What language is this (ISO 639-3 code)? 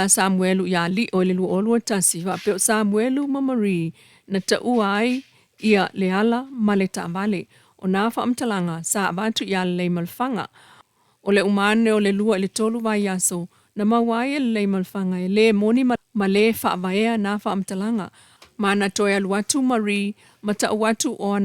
smo